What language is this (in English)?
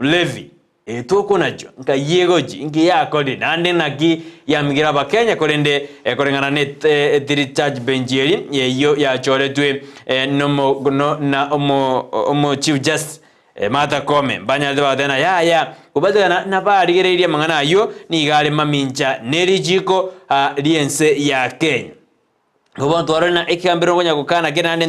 Gusii